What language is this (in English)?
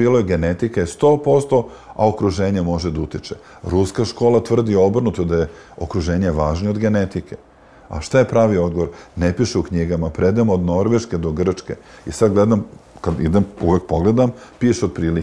Serbian